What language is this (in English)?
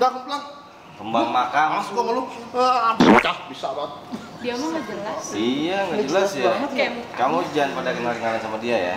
Betawi